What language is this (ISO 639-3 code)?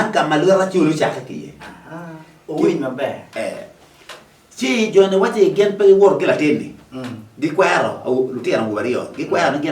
ach